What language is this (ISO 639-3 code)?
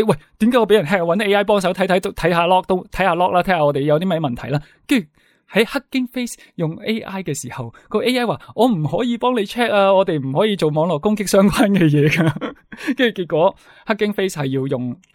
yue